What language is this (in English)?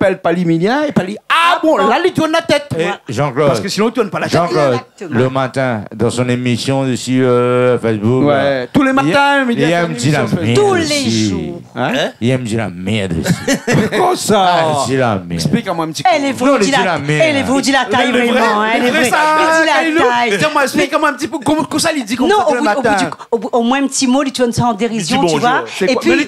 Réunion Creole French